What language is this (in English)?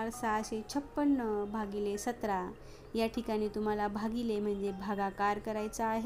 Marathi